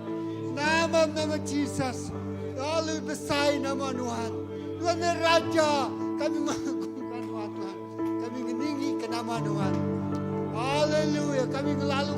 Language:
Iban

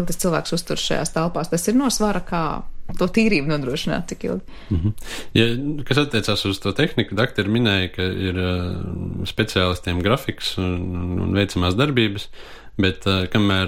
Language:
Latvian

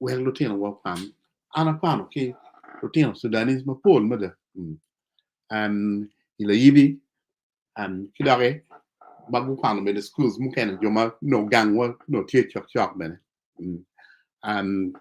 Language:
Acoli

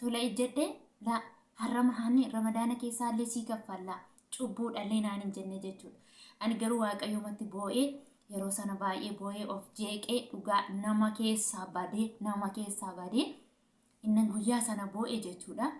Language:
Oromo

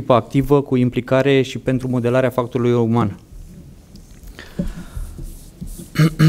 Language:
Romanian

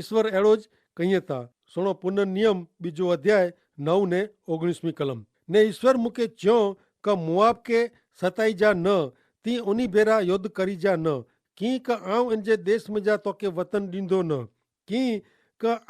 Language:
Kachhi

